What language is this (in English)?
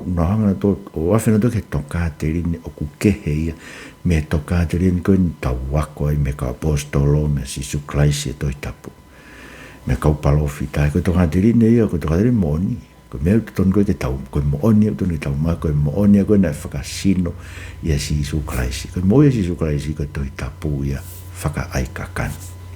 Tongan